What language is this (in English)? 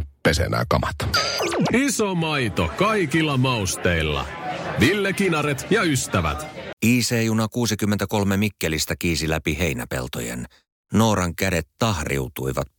Finnish